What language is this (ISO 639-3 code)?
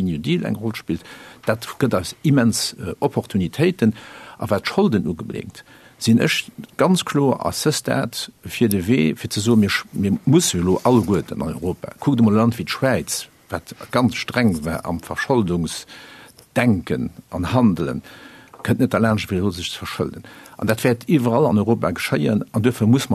ltz